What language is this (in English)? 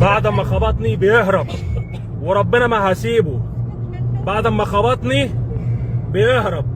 Egyptian Arabic